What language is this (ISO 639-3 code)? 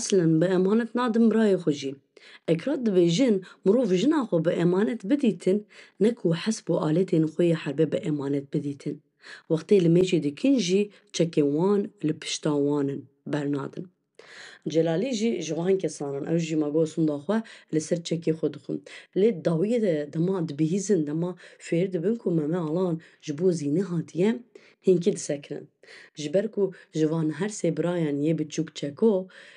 kur